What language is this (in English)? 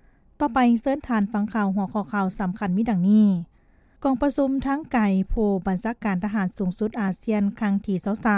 Lao